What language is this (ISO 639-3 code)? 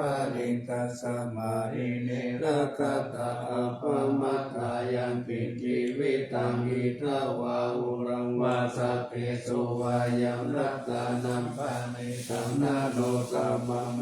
pli